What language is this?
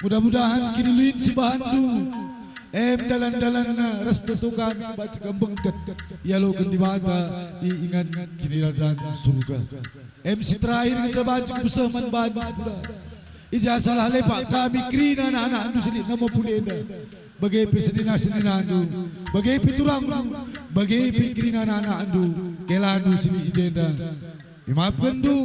Batak Karo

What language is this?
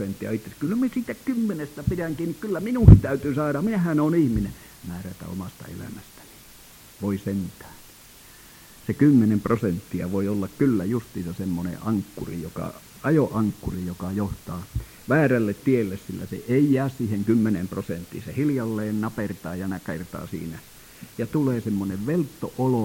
Finnish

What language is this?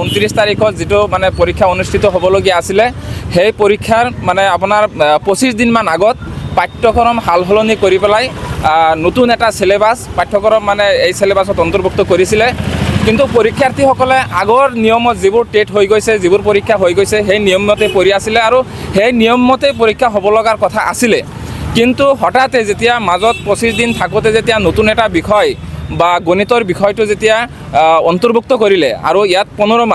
Assamese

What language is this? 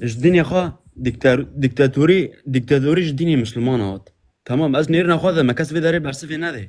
Kurdish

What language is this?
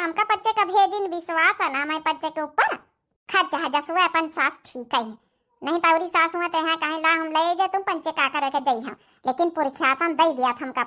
Awadhi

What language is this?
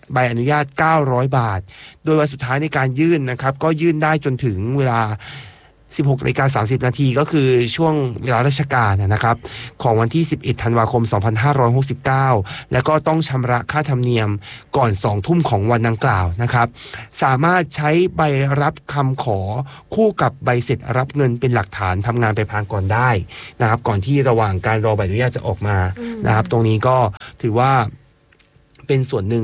Thai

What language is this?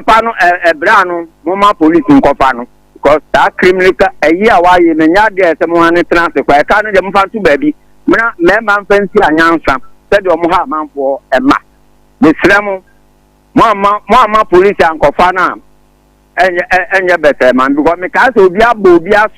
Akan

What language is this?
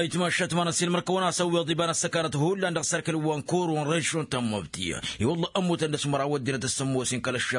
Tamasheq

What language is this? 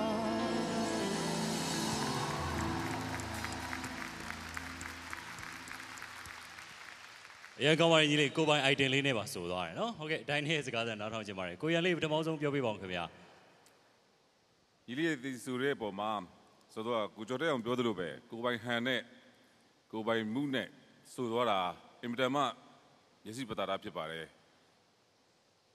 Burmese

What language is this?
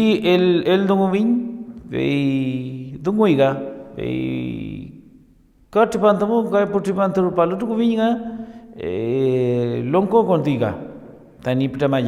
Mapuche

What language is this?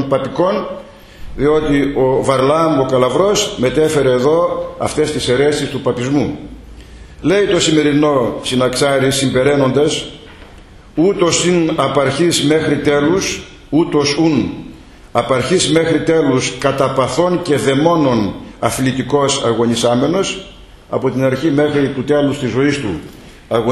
Greek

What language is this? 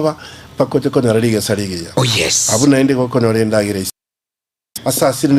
Gusii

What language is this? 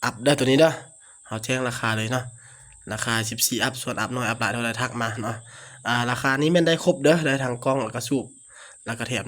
Lao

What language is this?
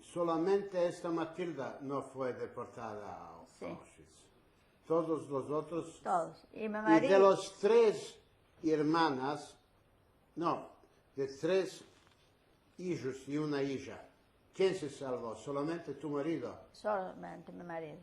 Ladino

